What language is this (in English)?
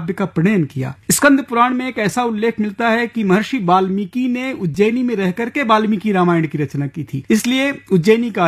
Hindi